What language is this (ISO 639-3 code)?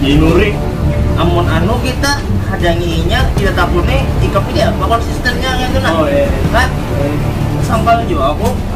bjn